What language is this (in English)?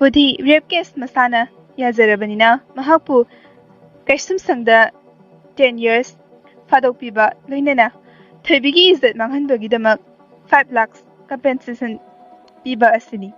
Manipuri